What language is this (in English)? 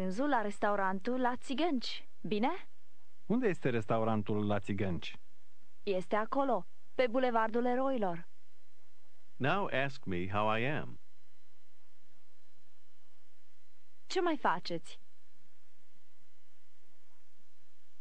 Romanian